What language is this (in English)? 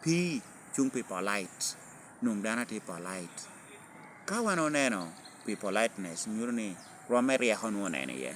Lango (Uganda)